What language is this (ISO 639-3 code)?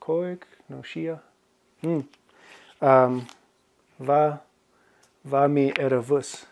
gla